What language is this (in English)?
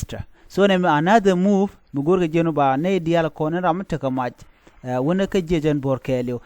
Nuer